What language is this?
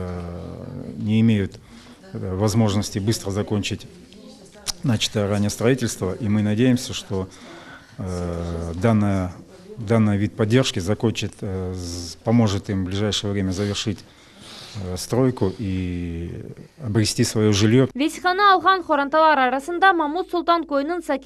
Crimean Tatar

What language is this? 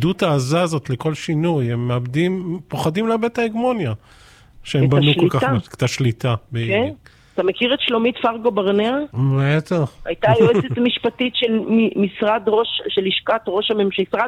Hebrew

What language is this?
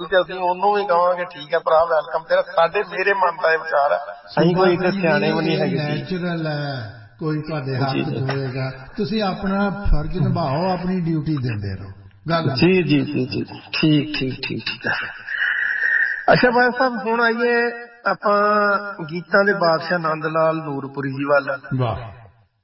Punjabi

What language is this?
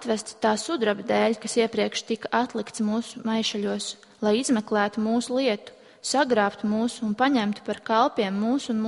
Latvian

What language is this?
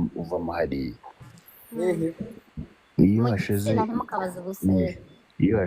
Kinyarwanda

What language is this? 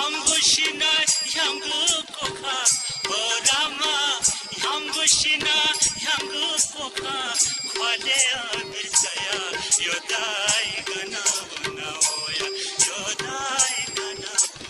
Newari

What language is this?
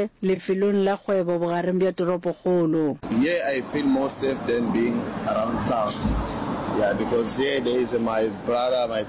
Northern Sotho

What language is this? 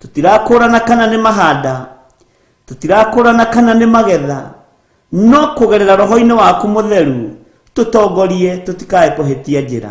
Kikuyu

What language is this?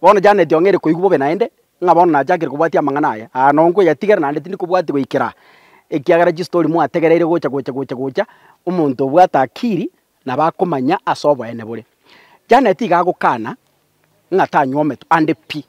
Gusii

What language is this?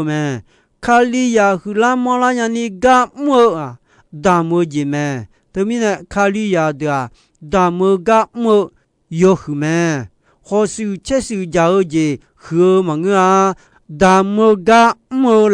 Akha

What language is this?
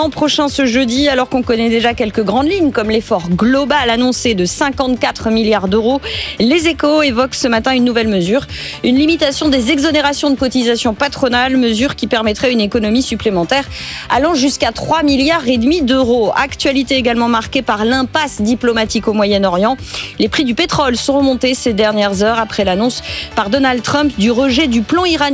French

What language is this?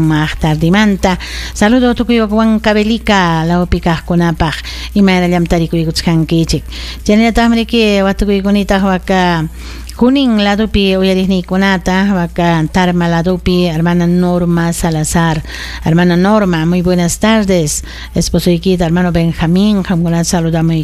Ayacucho Quechua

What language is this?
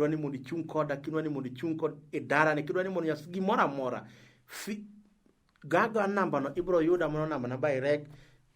Luo (Kenya and Tanzania)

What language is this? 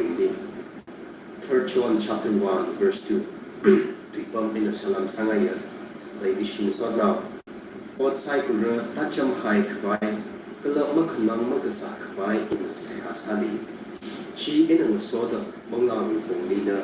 Tangkhul Naga (India)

